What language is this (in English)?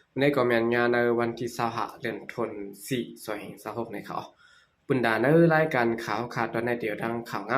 Shan